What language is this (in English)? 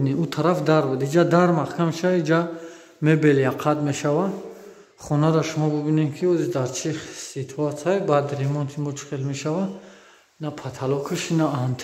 Tajik